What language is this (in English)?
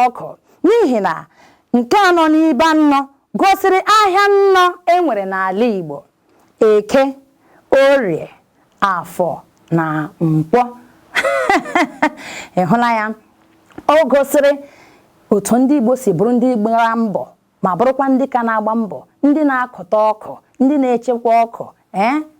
Igbo